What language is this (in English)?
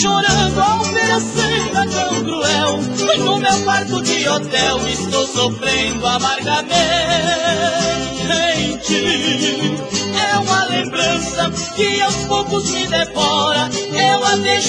Portuguese